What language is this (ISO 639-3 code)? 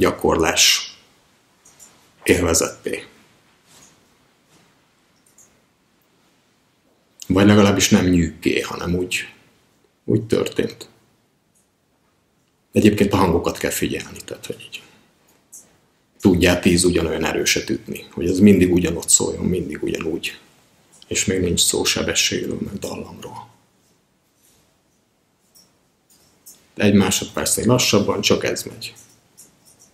hun